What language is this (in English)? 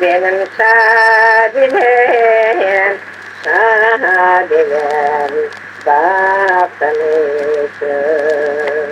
Crimean Tatar